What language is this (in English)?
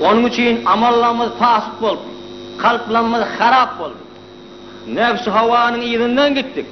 Turkmen